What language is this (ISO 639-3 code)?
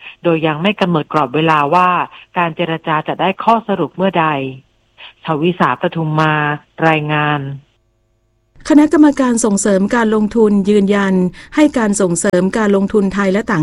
tha